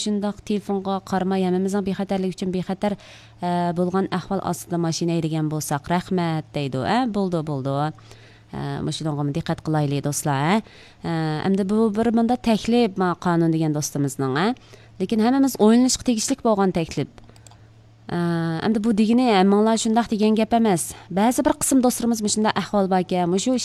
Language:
Uyghur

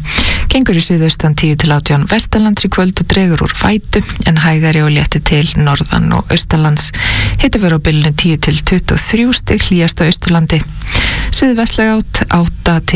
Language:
Icelandic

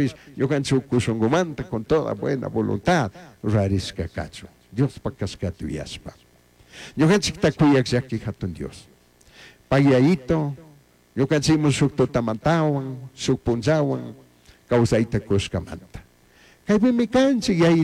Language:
Chimborazo Highland Quichua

